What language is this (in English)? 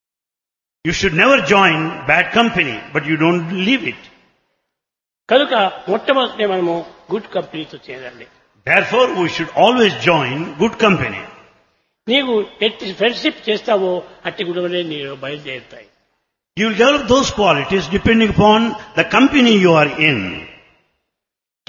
Telugu